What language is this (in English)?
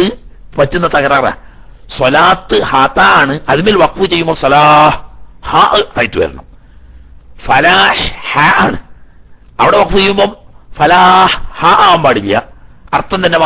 Malayalam